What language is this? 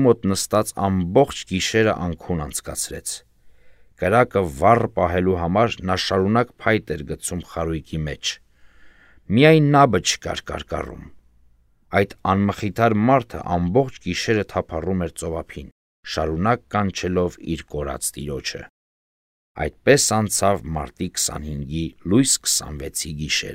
Armenian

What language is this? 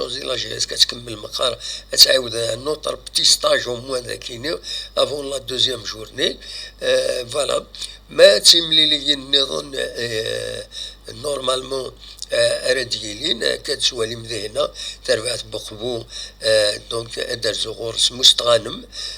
Kabyle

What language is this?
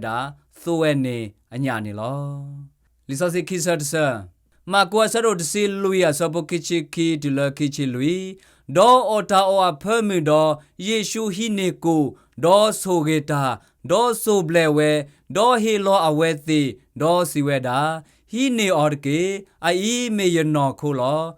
S'gaw Karen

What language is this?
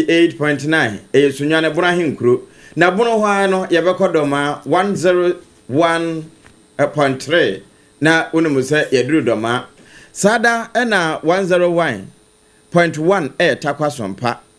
Akan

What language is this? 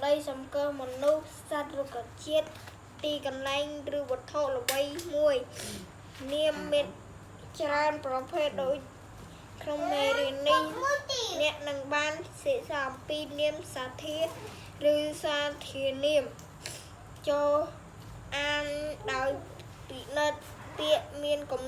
Khmer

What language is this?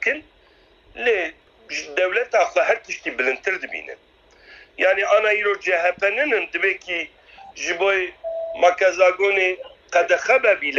Kurdish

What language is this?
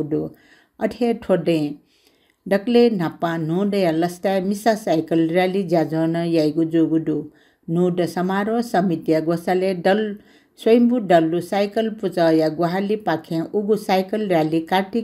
Newari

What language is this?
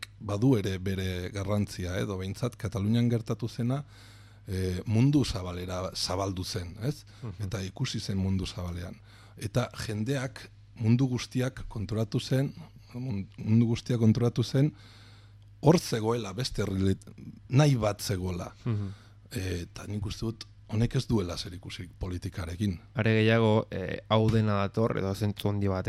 Basque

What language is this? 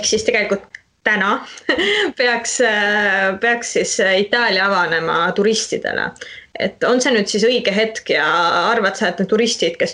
Estonian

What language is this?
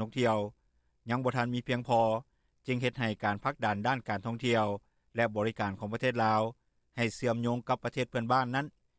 Lao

